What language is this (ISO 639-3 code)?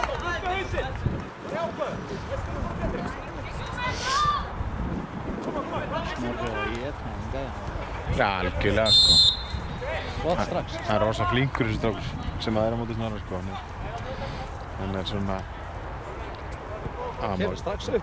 isl